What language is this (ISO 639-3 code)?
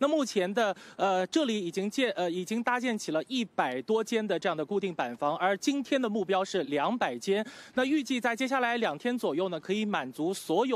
zho